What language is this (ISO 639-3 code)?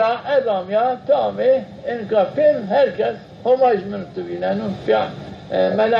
zza